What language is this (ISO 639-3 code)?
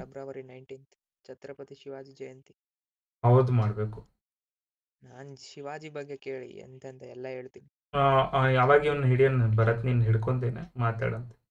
kan